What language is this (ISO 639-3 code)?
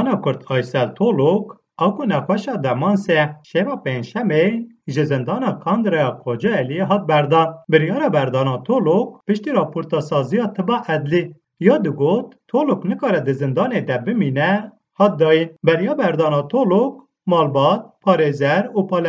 kur